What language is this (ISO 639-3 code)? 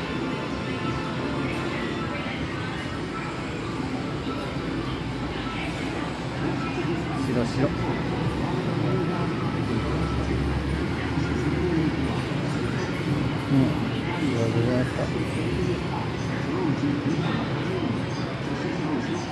jpn